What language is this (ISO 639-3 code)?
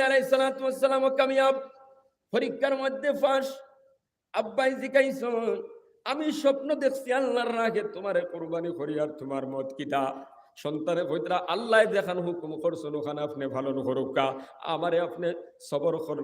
syl